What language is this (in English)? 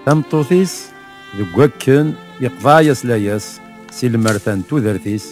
Kabyle